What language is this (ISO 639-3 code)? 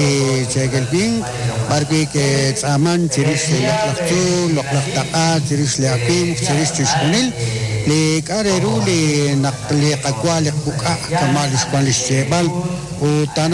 kek